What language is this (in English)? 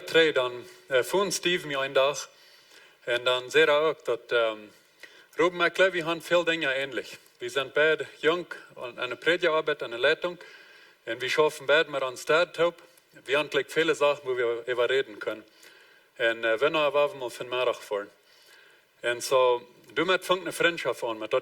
Plautdietsch